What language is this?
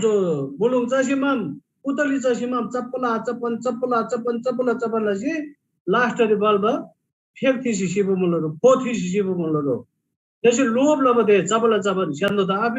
Eastern Tamang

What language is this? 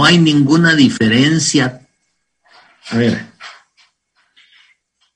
Spanish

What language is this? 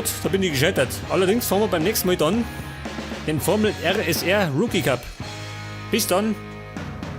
Bavarian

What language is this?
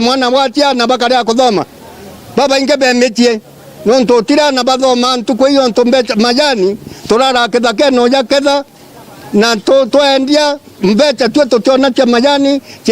Meru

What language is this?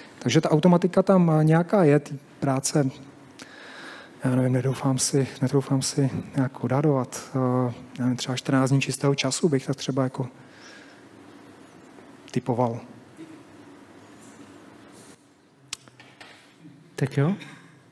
Czech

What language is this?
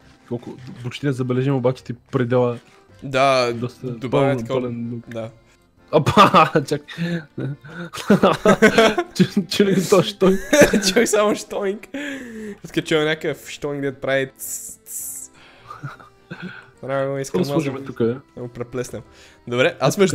Bulgarian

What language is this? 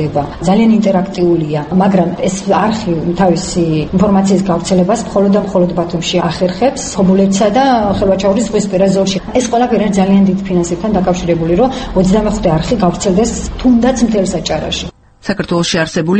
Georgian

